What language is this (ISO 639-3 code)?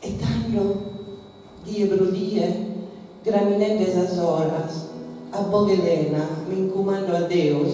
srd